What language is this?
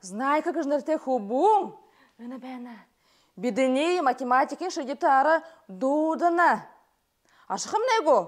Buriat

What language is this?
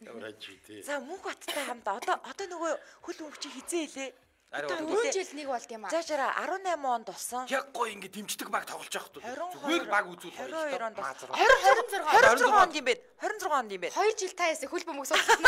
Mongolian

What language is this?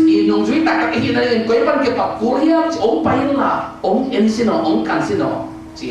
Tedim Chin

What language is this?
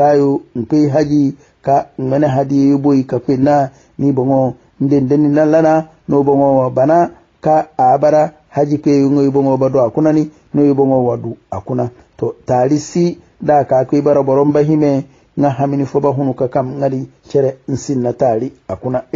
Hausa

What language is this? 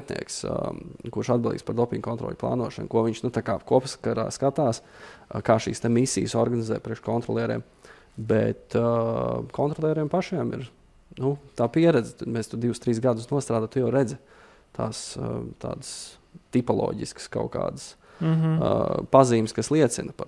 Latvian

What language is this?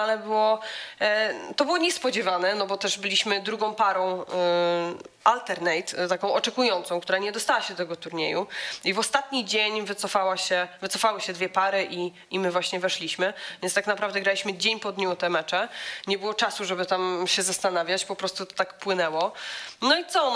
Polish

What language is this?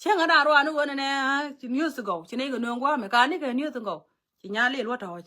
Nuer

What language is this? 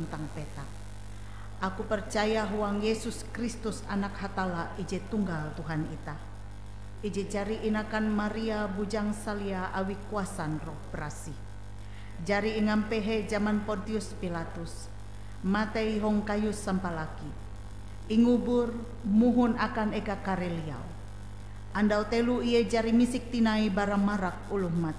Ngaju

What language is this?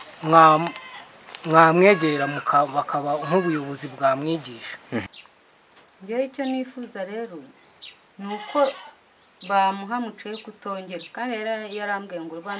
Kinyarwanda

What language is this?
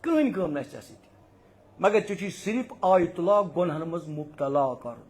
Kashmiri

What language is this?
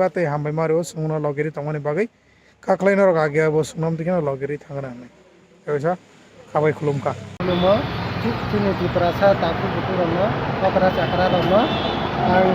Kok Borok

